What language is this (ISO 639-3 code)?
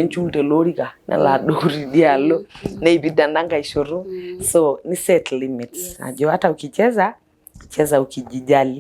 mas